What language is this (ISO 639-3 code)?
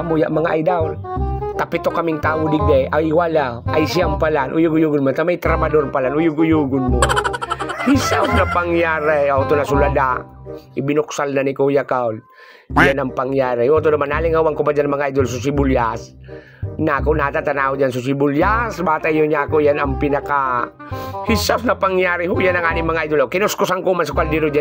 bik